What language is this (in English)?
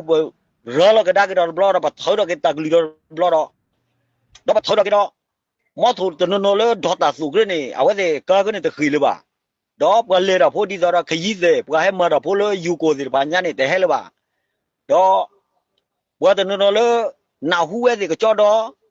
S'gaw Karen